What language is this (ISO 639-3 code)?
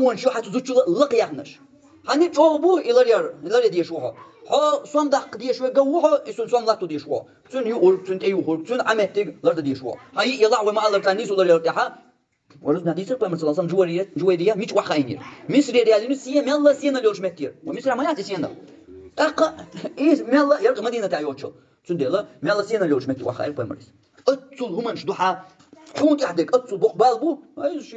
che